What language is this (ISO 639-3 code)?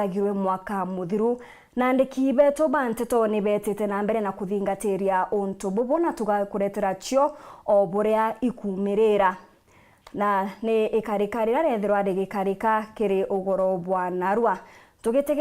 mer